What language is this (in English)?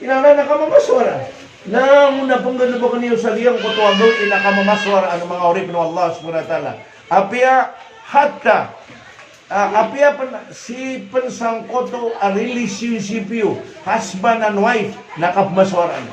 Maranao